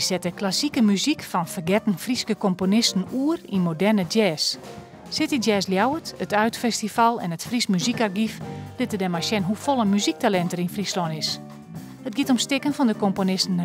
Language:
Western Frisian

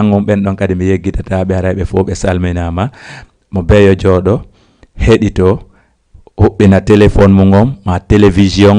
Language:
Fula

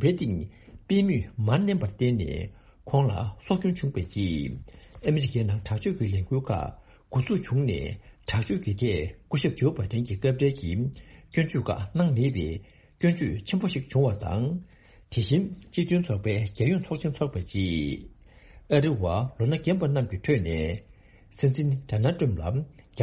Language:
Tibetan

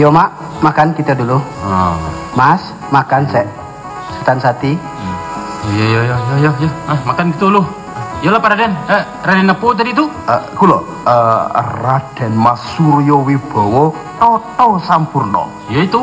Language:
Minangkabau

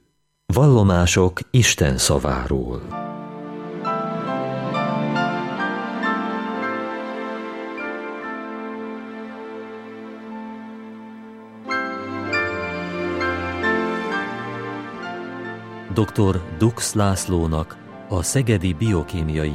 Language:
Hungarian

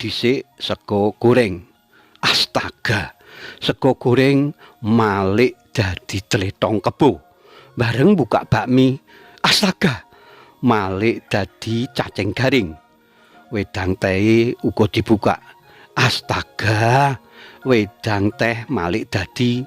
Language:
Javanese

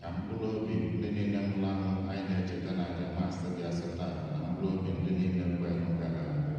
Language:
Igbo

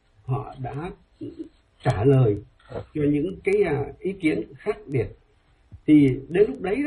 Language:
Vietnamese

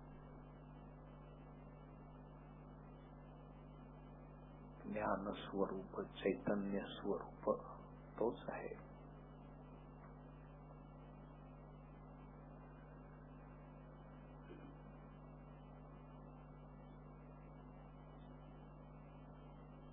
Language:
Marathi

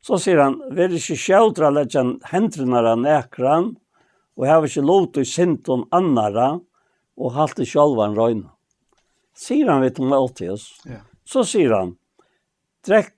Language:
Faroese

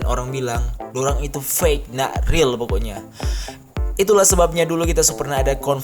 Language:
Manado Malay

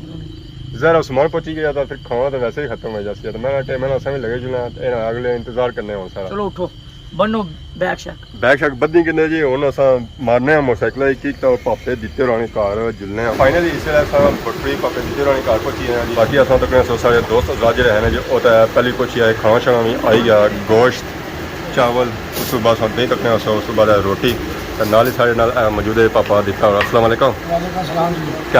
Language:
Pahari-Potwari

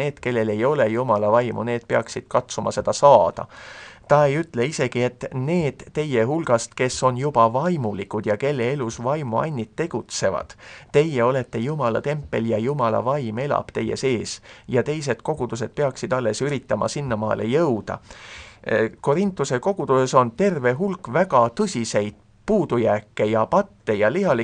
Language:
Estonian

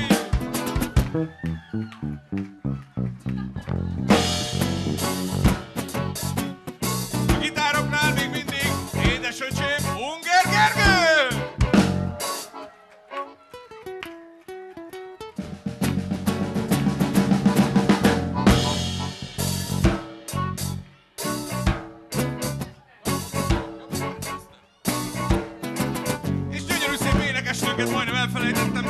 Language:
Hungarian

